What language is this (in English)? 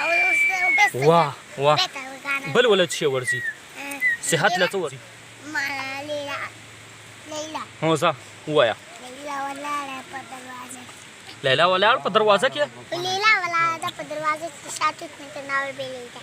Pashto